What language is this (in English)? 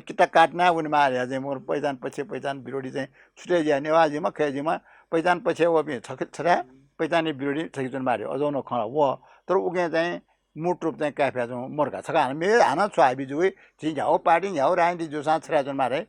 Newari